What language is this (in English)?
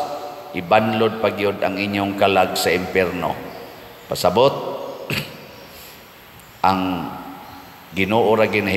Cebuano